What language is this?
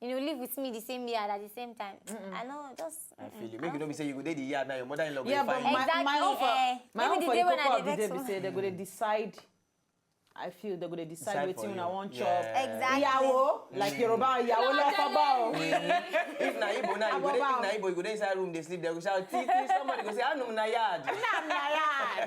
Nigerian Pidgin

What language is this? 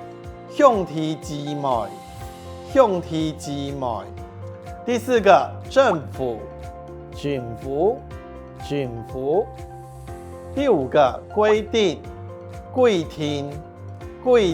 Hakka Chinese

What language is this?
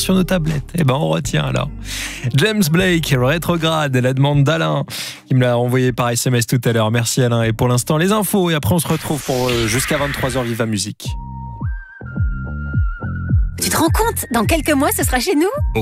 French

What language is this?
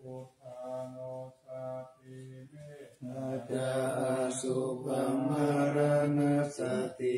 Pali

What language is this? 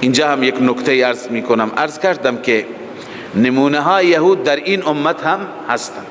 Persian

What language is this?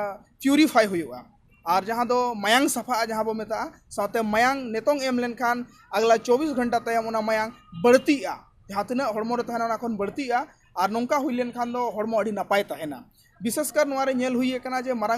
Santali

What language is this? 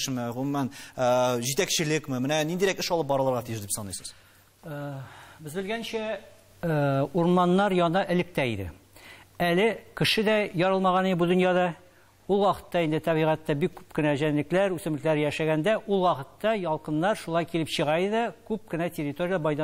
Tatar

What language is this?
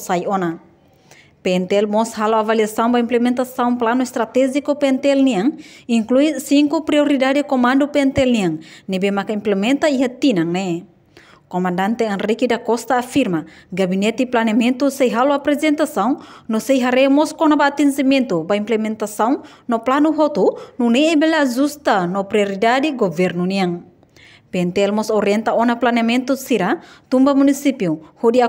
Tetum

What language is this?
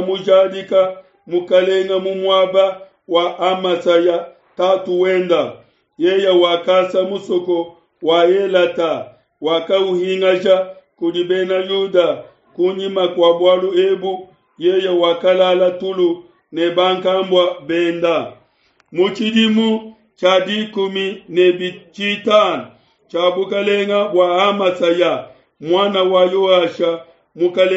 Luba-Lulua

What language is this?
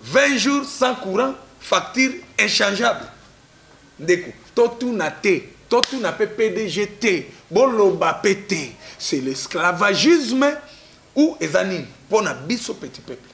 Lingala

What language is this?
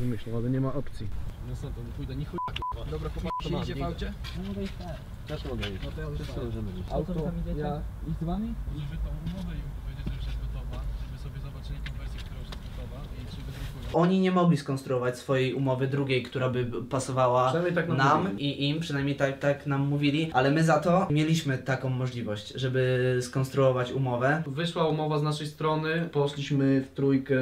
Polish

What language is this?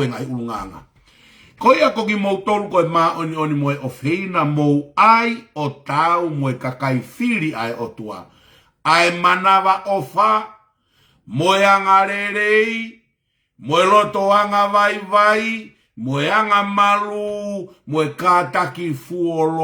Tongan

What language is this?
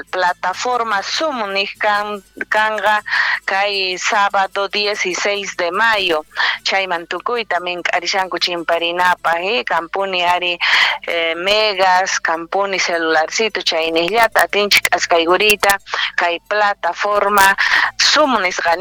South Bolivian Quechua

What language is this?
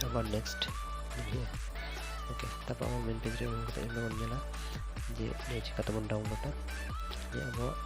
Santali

